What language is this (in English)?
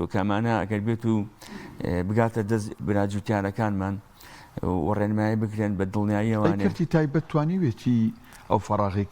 Central Kurdish